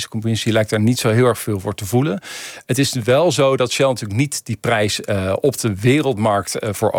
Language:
Dutch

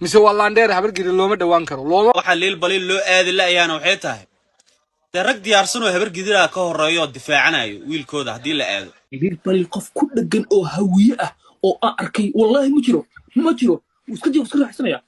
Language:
Somali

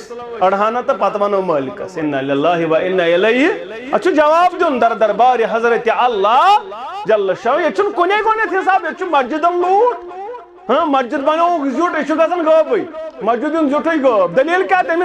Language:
Kashmiri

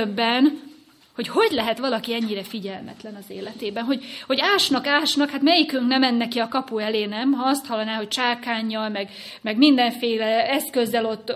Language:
Hungarian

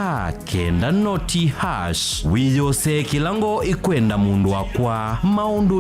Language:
Kamba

